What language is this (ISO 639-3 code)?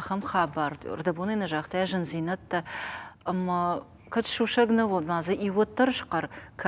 oss